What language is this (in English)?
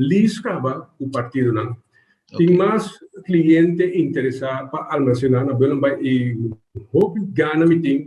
Papiamento